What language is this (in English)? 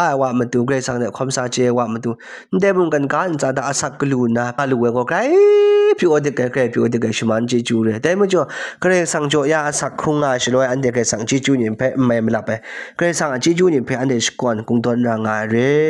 Kachin